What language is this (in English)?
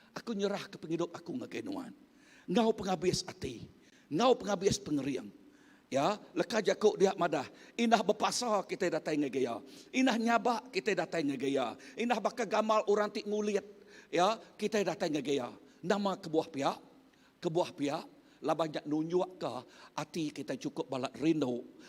Iban